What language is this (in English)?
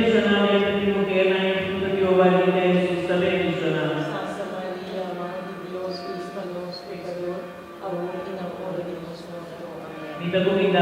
Papiamento